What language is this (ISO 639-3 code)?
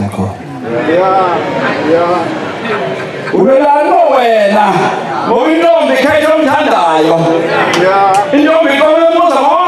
zul